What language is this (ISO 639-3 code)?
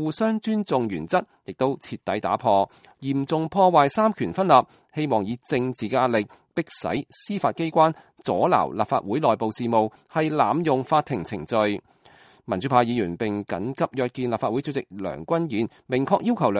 yue